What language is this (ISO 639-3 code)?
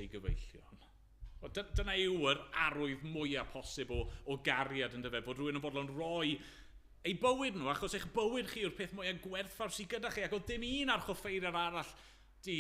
cym